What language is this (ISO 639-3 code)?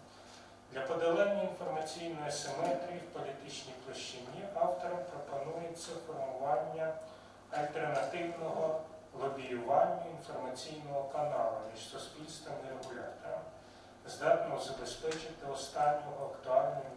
ukr